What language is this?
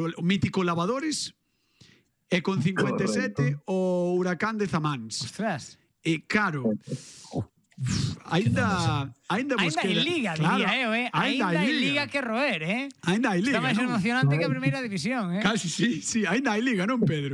Galician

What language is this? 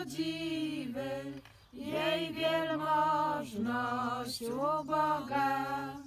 Polish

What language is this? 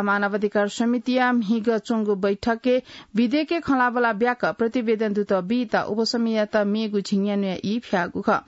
Newari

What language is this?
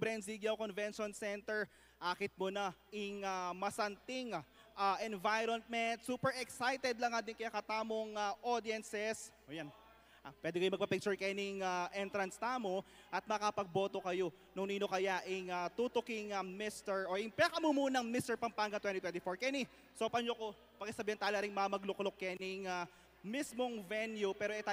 Pampanga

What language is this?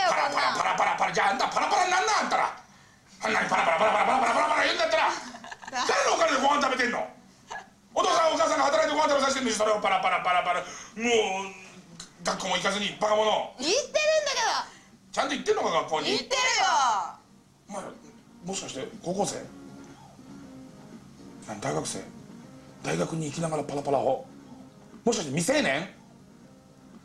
Japanese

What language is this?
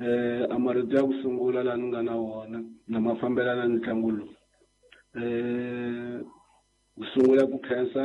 Tsonga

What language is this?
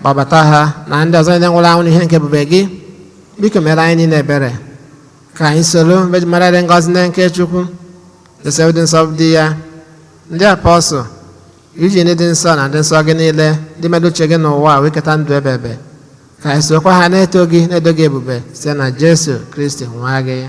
Igbo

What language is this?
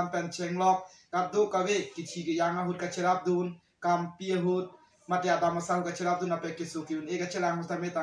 Karbi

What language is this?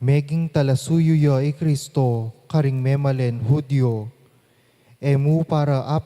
Pampanga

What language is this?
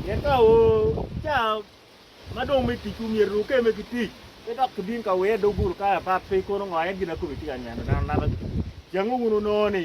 Acoli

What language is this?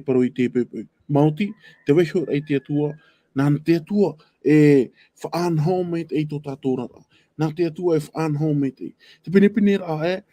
Tahitian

